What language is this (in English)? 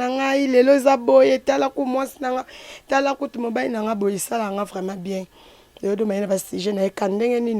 Lingala